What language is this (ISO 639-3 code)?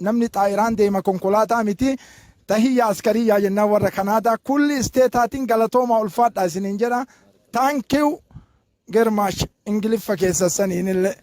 orm